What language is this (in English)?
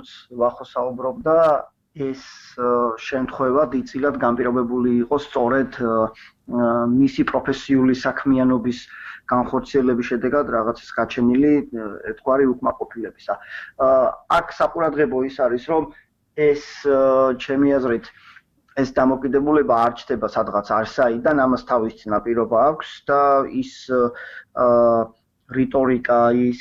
Georgian